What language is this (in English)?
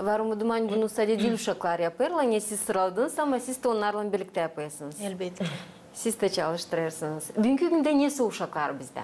Gagauz